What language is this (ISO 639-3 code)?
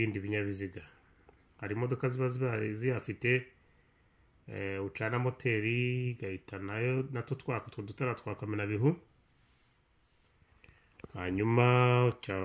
kin